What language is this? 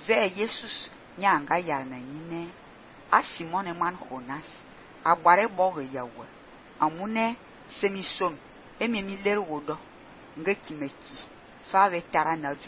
Fang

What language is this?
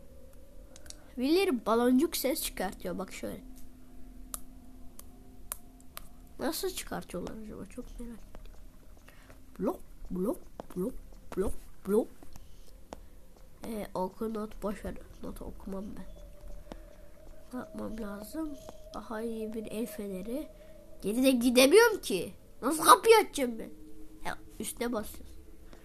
Turkish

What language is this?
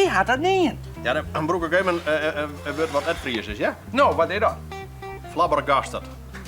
Western Frisian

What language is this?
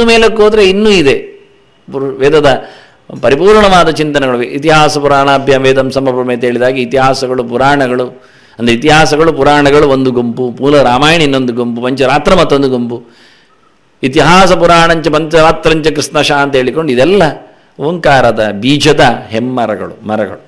Kannada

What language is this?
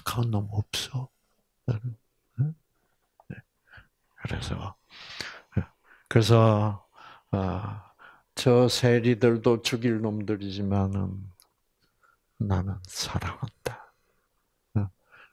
Korean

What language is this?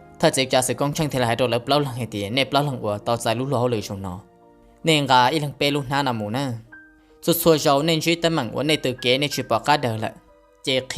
Hmong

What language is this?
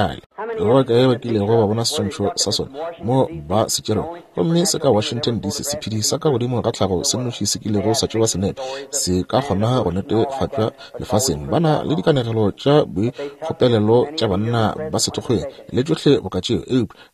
Northern Sotho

